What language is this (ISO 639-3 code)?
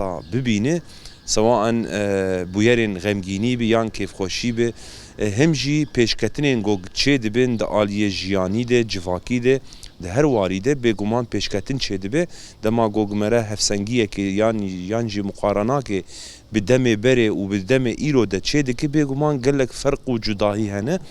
kur